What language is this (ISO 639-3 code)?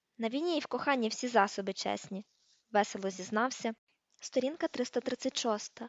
ukr